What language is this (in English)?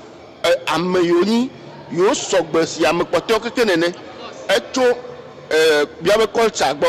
Ewe